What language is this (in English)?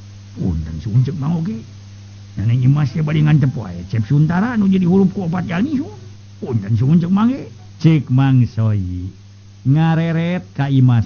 Sundanese